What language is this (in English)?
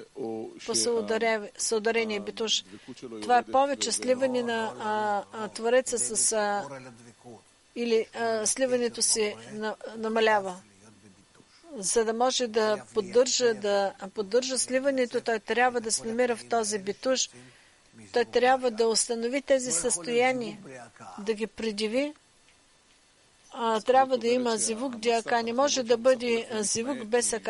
Bulgarian